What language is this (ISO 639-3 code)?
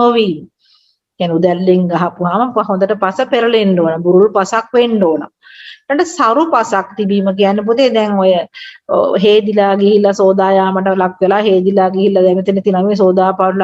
sin